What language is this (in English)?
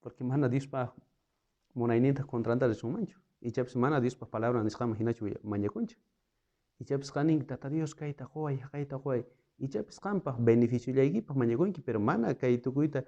South Bolivian Quechua